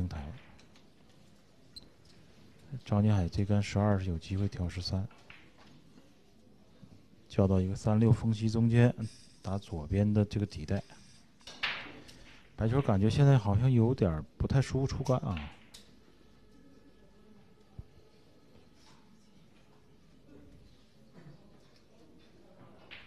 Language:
Chinese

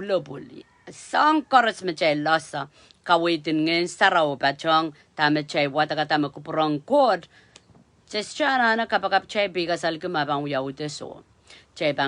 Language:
Pohnpeian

